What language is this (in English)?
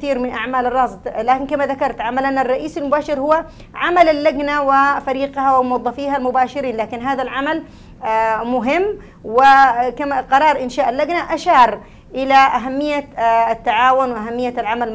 Arabic